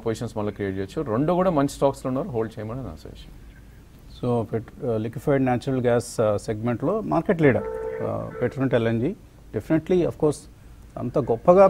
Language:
Telugu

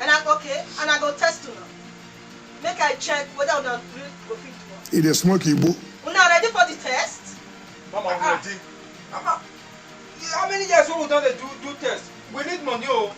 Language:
Nigerian Pidgin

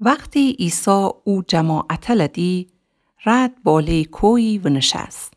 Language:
Gilaki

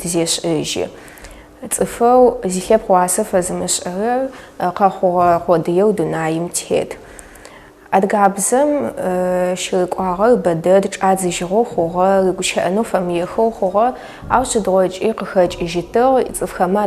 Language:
Adyghe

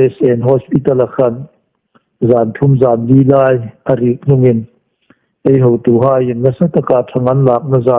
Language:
Hmar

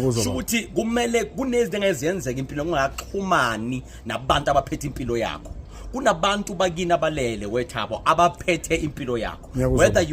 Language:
Zulu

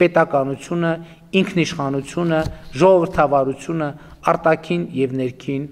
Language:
Armenian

